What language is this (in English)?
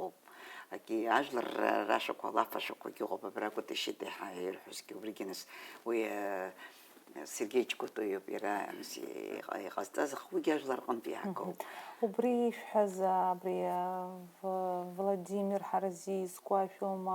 Abkhazian